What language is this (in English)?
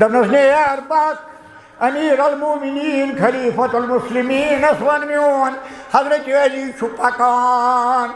Kashmiri